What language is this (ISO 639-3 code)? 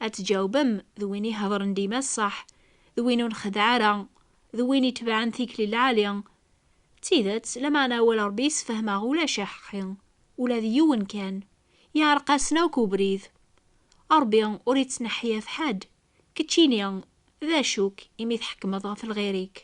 kab